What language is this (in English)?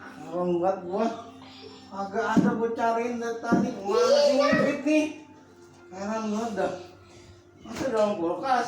Betawi